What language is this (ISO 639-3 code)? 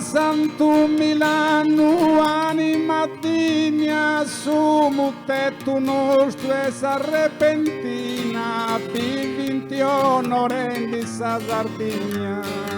srd